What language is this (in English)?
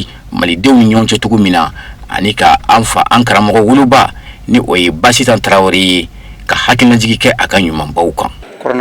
Bambara